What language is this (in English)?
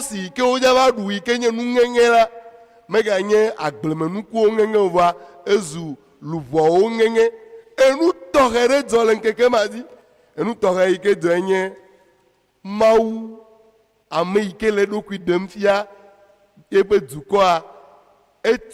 Ewe